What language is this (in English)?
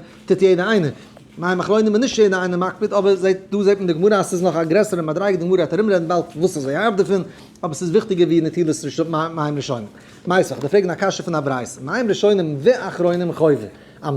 Yiddish